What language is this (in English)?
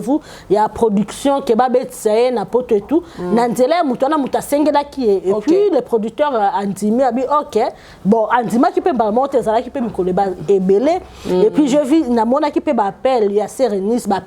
Lingala